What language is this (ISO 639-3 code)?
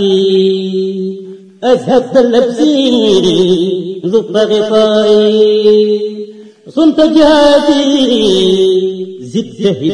ara